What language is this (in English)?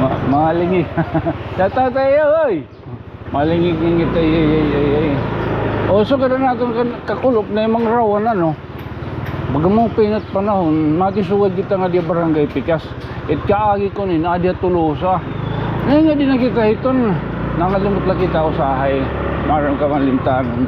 Waray